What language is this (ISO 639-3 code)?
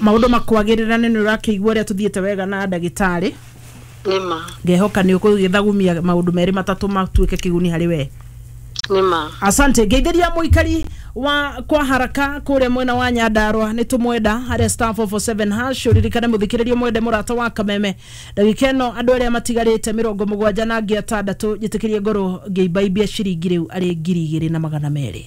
kik